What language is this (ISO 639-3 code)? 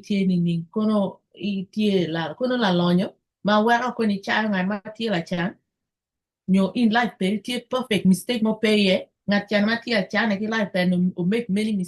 ach